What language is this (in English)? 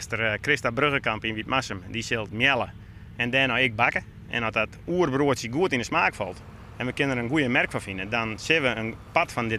Western Frisian